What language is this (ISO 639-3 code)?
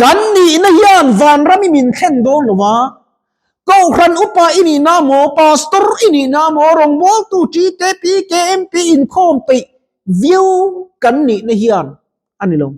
lus